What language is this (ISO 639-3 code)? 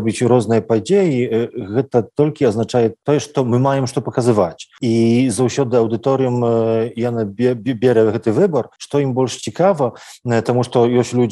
bel